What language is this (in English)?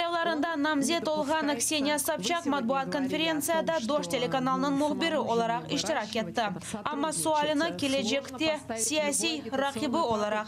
Crimean Tatar